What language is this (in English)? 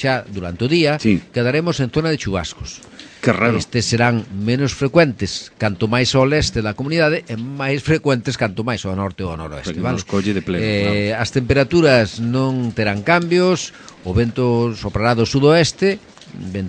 Galician